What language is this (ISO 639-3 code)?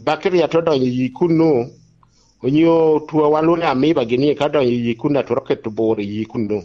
laj